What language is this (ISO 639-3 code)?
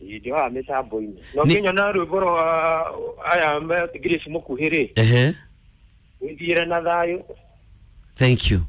kik